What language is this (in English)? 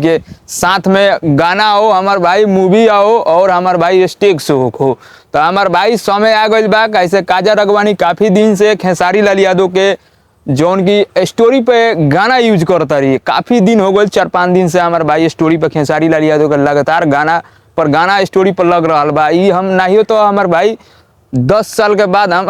Bhojpuri